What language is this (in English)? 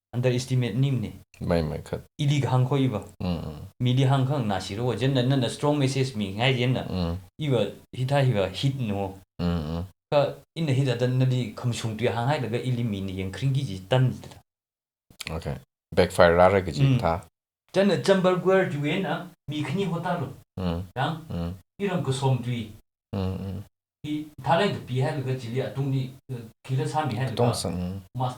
Tangkhul Naga (India)